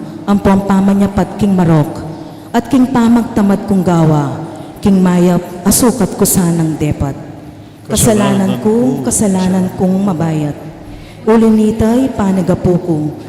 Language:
Pampanga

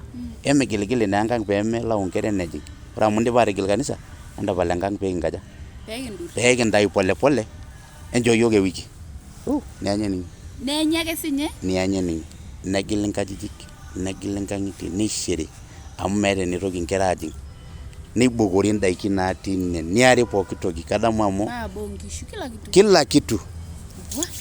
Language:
Masai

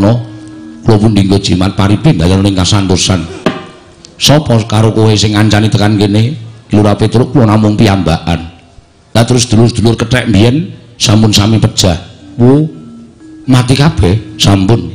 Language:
Javanese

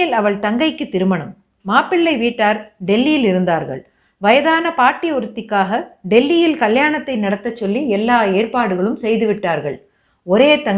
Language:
Tamil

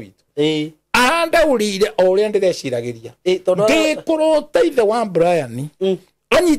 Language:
Kikuyu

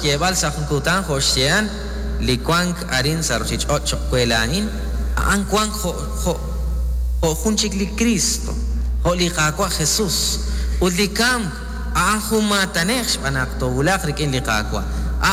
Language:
Kekchí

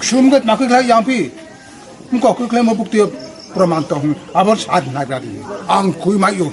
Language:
Riang (India)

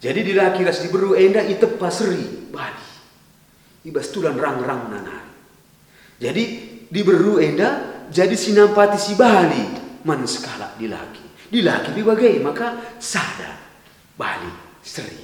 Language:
Batak Karo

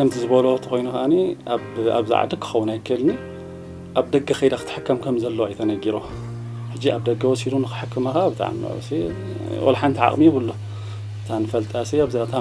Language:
Tigrinya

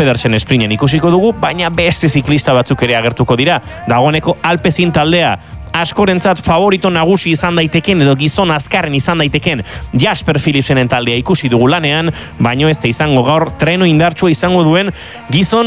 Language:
Basque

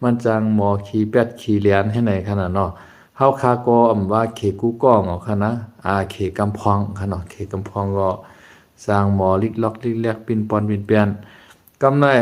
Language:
Shan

